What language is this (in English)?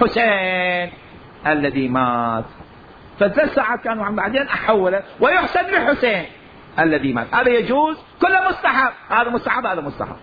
Mesopotamian Arabic